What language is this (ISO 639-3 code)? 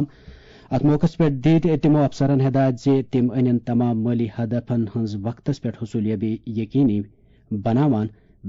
kas